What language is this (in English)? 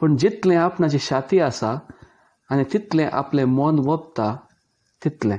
Konkani